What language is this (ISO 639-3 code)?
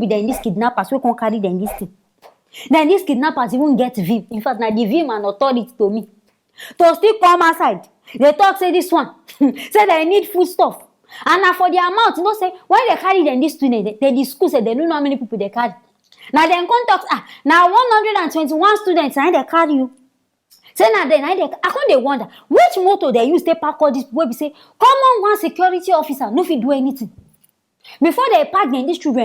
pcm